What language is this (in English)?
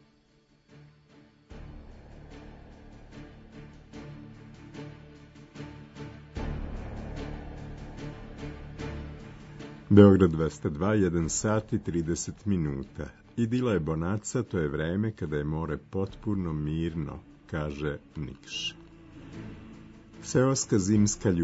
Serbian